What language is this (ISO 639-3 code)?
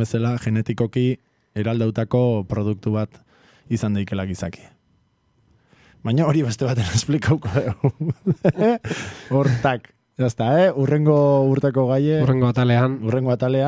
eus